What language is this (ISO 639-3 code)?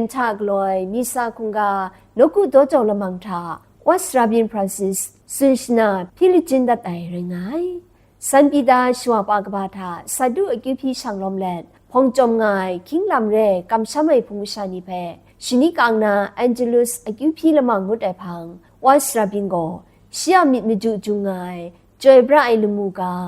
kac